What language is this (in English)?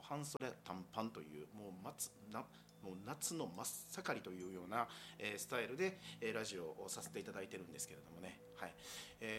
Japanese